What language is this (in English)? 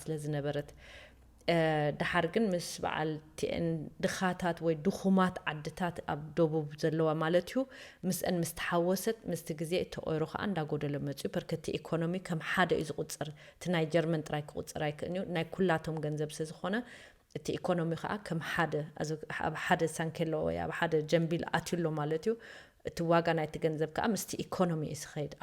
Tigrinya